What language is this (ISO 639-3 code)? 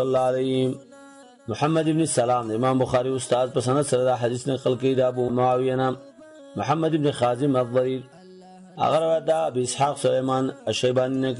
pus